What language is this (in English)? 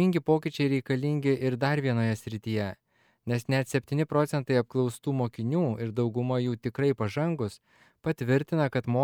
Lithuanian